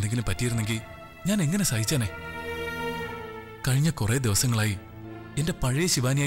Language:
Malayalam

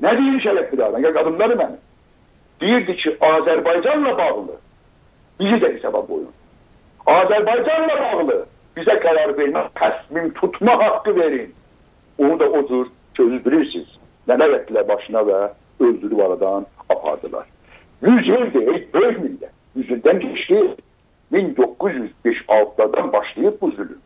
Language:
South Azerbaijani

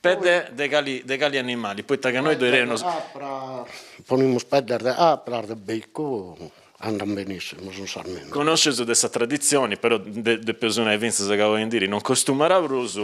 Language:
Sardinian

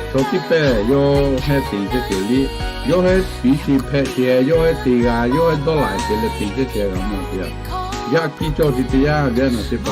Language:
Lahu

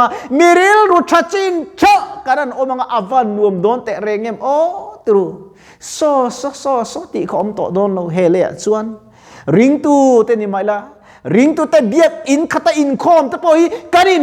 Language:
Mizo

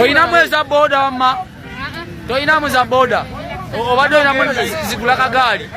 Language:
Ganda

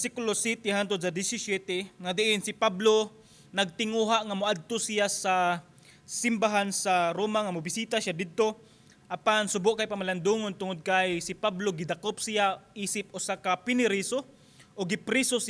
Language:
Cebuano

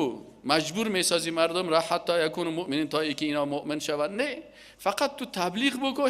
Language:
Persian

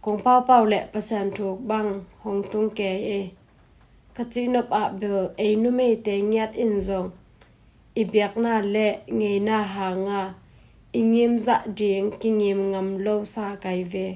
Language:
Tedim Chin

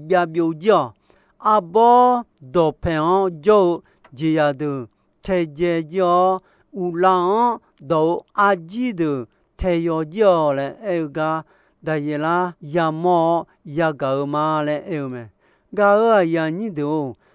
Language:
Akha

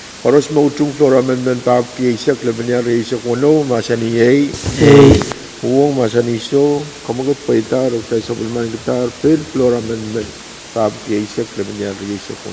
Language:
Pohnpeian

